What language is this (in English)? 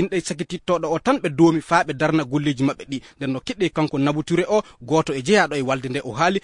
Fula